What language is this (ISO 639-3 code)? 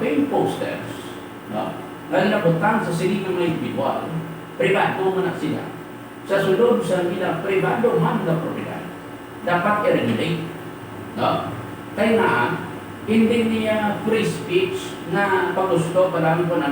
hil